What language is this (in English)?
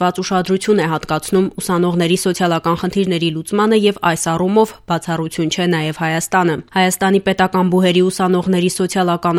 Armenian